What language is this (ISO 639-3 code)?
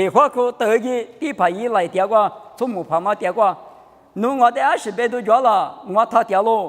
lis